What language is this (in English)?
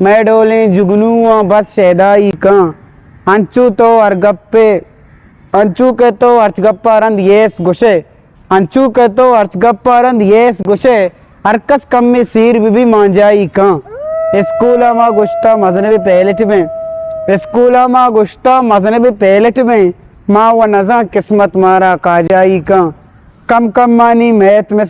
Eastern Balochi